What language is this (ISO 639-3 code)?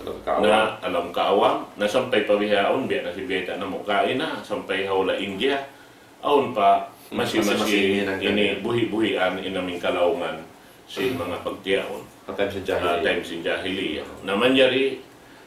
tsg